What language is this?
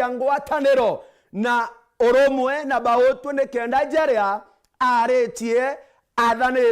Meru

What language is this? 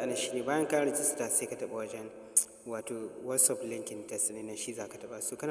Hausa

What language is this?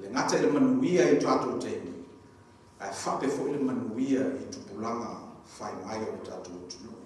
Samoan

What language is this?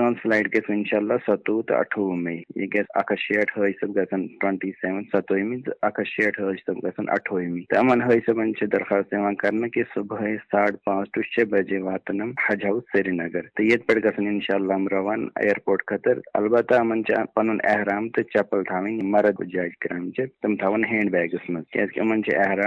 Kashmiri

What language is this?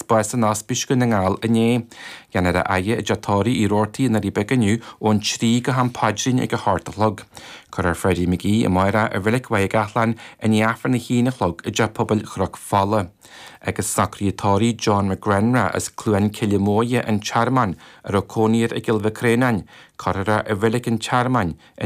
Irish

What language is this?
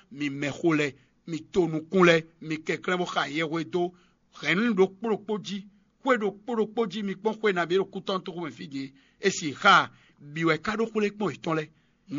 Fon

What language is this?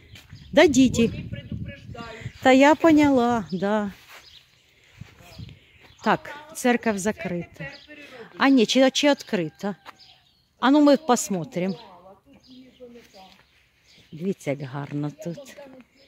Ukrainian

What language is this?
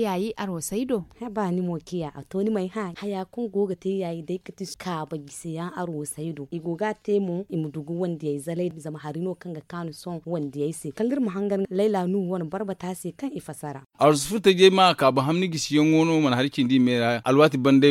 Zarma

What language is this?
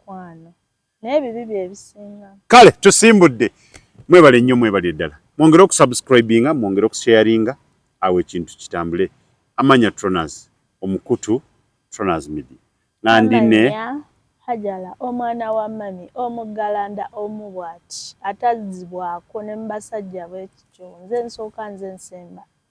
Ganda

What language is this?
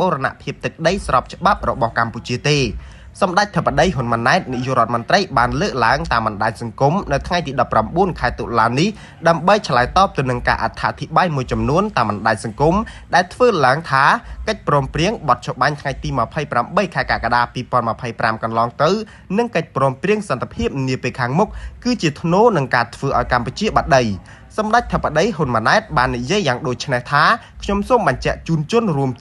Khmer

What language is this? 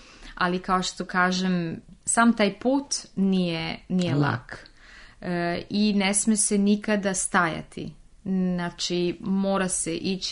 Serbian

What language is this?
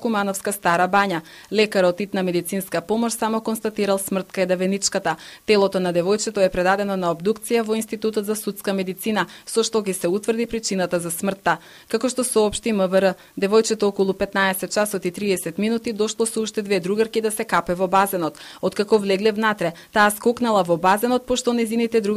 Macedonian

